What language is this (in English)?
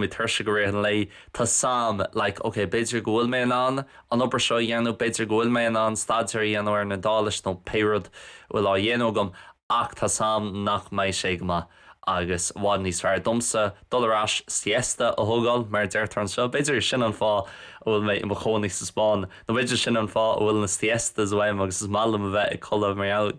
Irish